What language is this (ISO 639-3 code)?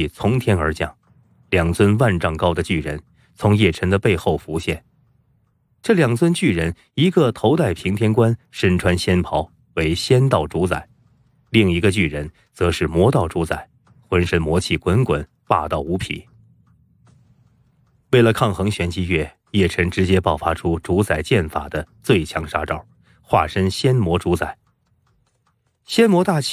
zho